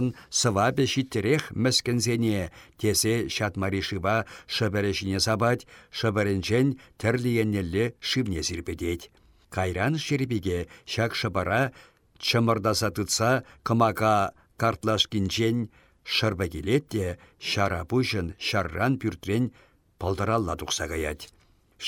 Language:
Chuvash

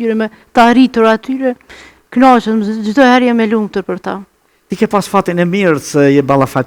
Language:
Albanian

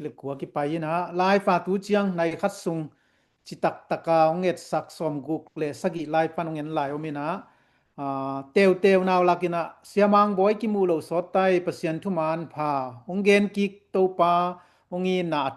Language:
Tedim Chin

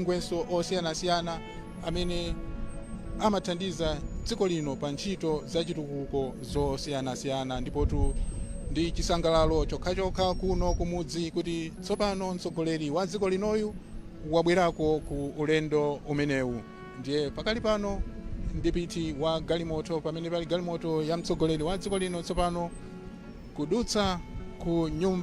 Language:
Nyanja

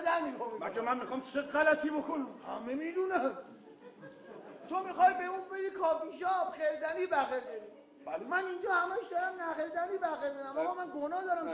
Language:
Persian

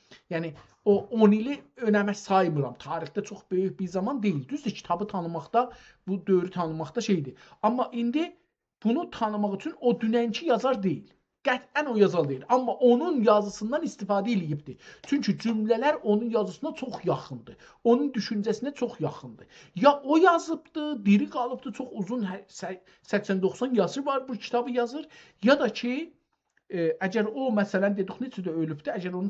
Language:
South Azerbaijani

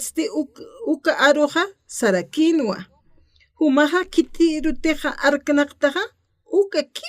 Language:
Aymara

